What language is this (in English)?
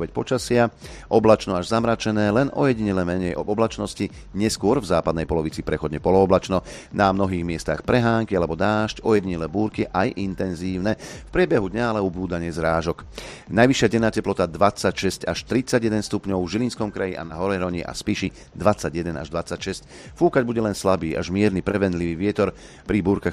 Slovak